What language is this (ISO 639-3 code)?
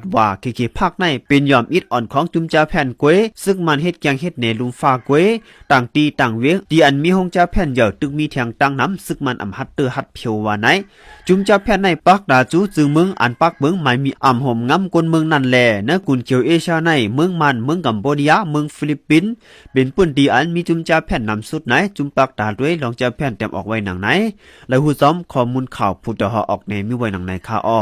shn